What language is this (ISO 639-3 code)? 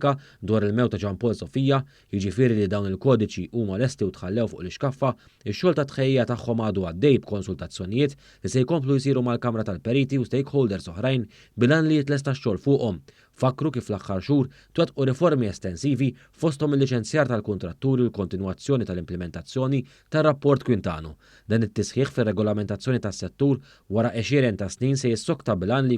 mlt